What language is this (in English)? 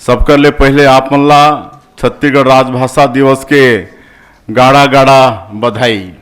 Chhattisgarhi